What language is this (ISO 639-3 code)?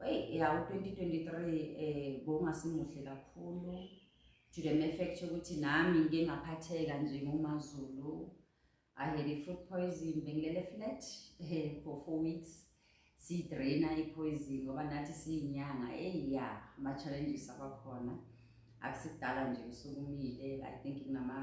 zul